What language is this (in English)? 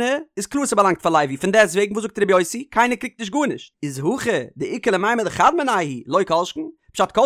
Yiddish